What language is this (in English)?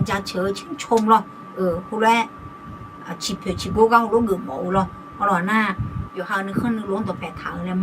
Akha